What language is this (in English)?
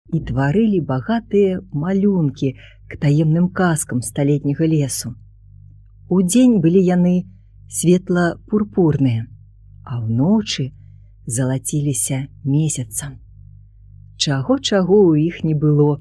Belarusian